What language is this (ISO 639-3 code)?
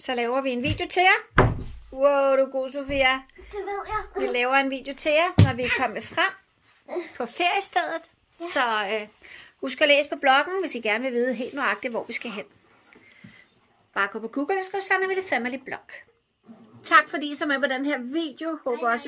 dan